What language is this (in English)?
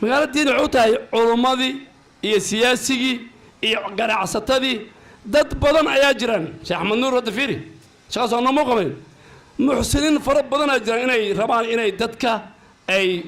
Somali